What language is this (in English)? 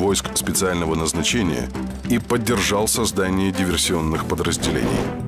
Russian